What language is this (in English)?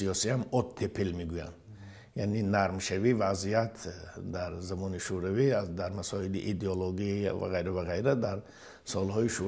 Tajik